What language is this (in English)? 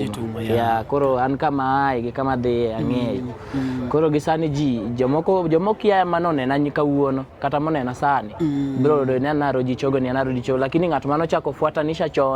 Luo (Kenya and Tanzania)